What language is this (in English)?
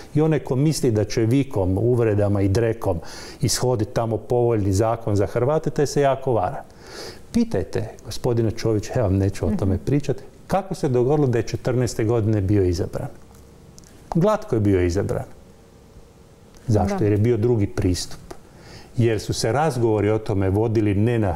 Croatian